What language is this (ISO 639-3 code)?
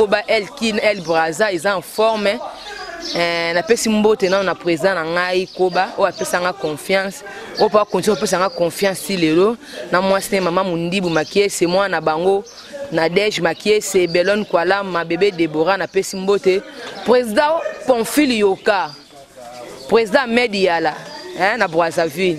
lin